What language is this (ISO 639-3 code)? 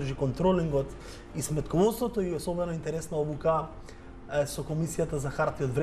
mkd